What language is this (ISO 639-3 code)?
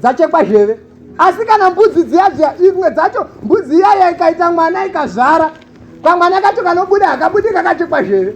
sna